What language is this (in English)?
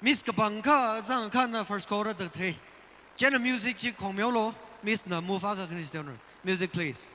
Tangkhul Naga (India)